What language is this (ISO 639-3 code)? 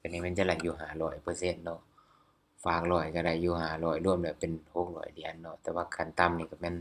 lao